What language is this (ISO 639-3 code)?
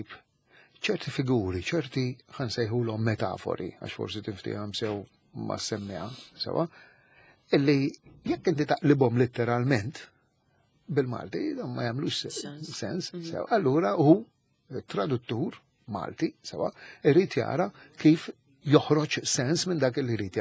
mlt